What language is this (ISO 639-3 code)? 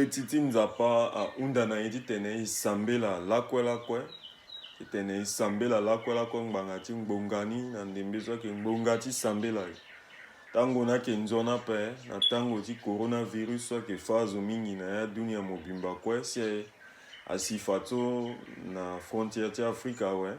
sag